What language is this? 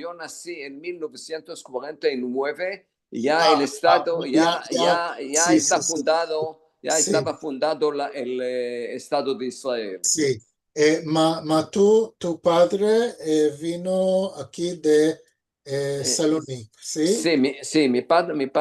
Ladino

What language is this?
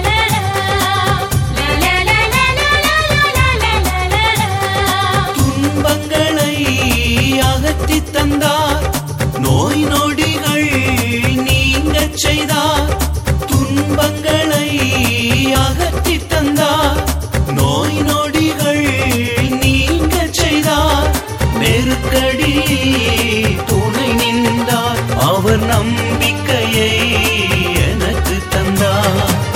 Tamil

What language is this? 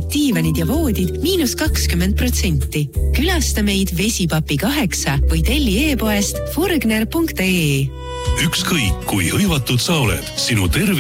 Estonian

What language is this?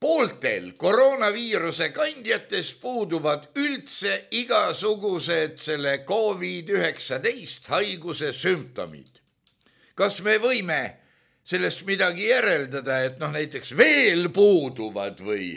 Estonian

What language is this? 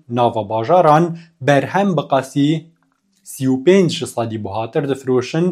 Kurdish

